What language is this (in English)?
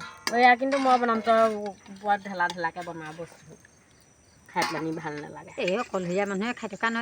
Assamese